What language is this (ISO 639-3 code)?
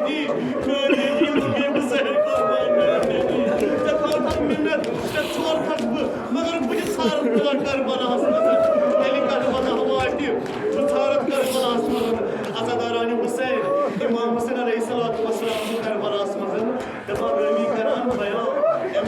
kas